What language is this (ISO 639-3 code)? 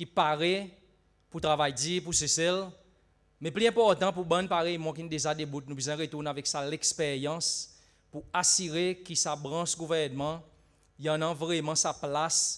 crs